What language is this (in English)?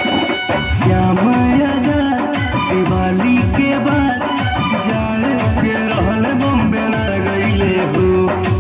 Bhojpuri